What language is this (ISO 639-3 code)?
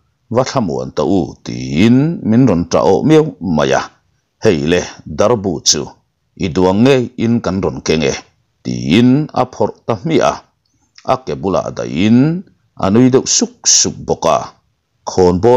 lus